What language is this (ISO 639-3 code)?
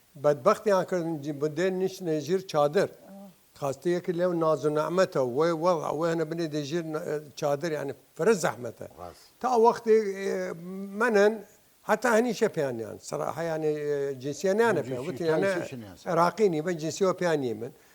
sdh